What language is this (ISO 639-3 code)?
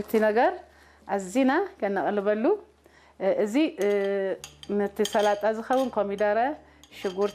tir